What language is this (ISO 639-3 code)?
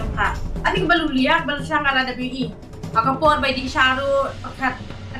kha